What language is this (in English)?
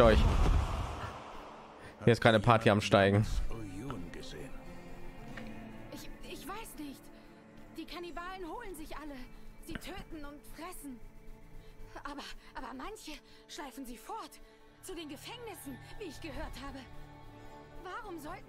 German